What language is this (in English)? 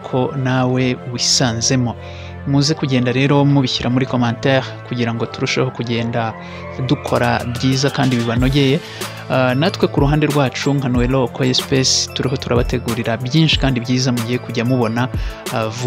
Kinyarwanda